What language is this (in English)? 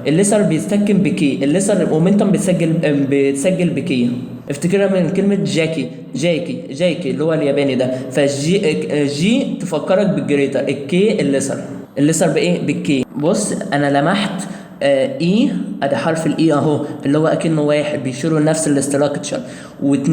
Egyptian Arabic